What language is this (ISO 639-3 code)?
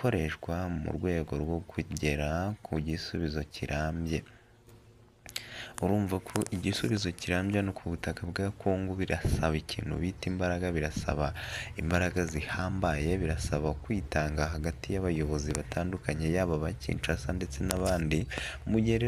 kin